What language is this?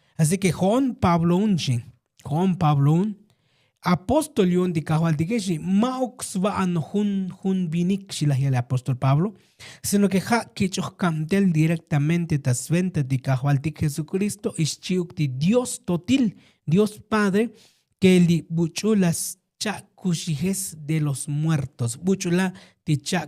Tzotzil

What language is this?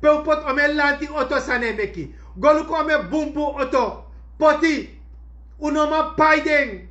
Sranan Tongo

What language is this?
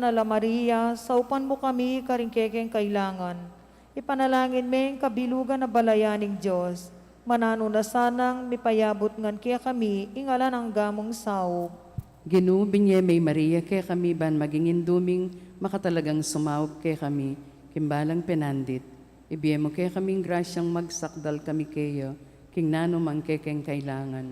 Pampanga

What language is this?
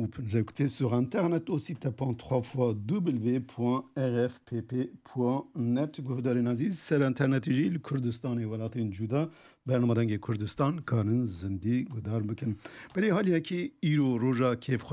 Kurdish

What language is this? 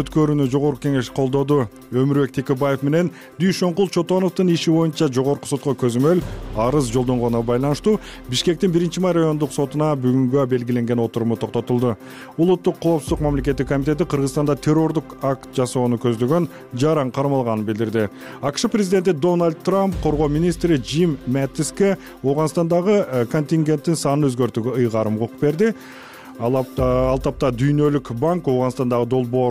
Kyrgyz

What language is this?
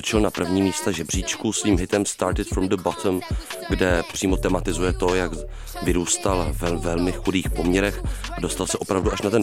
Czech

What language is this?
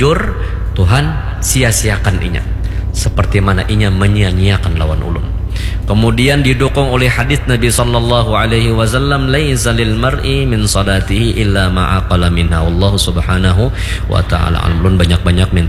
Banjar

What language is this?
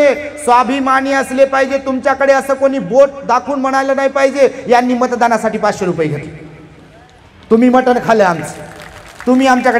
Marathi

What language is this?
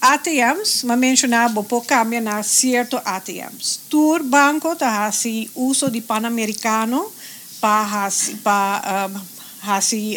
Papiamento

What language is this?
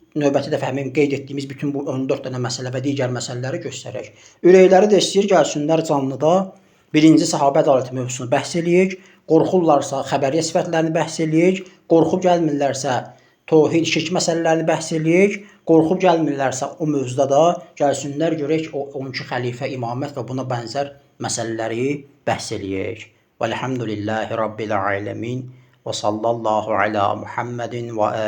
Azerbaijani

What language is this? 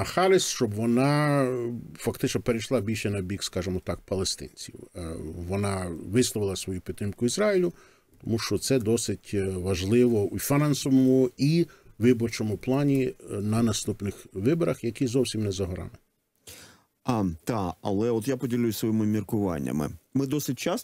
Ukrainian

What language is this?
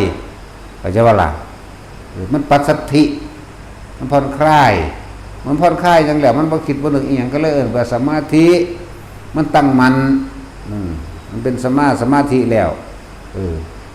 Northeastern Thai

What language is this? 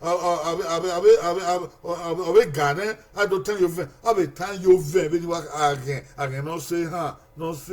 Bini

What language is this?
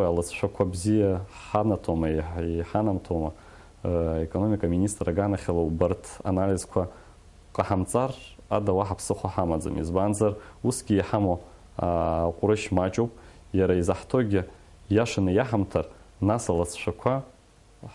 Abkhazian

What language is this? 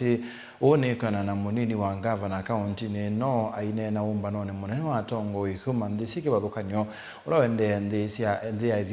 Kamba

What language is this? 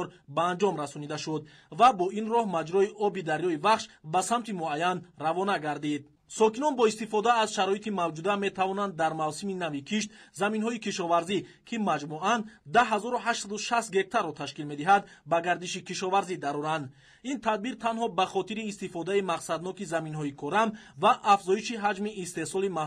Tajik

